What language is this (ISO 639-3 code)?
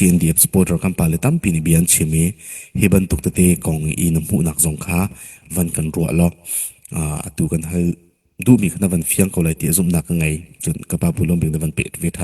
cnh